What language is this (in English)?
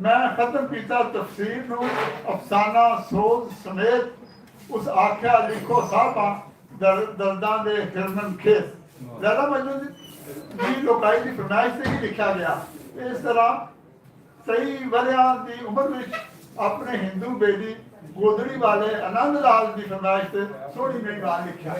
Western Panjabi